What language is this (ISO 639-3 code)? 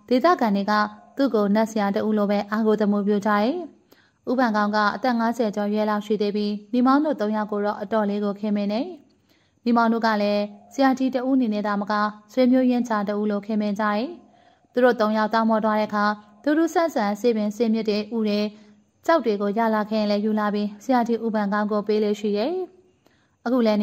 mya